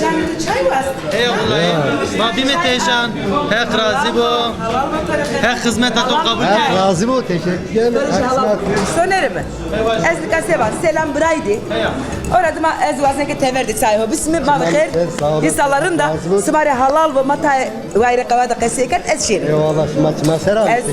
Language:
Zaza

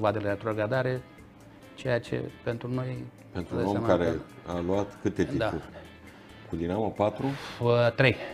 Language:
Romanian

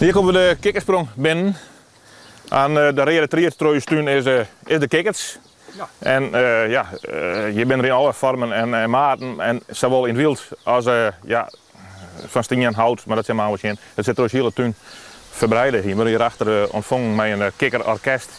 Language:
Western Frisian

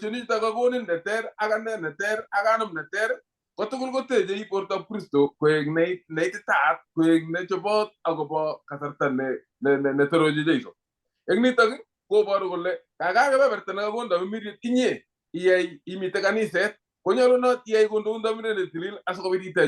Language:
Kalenjin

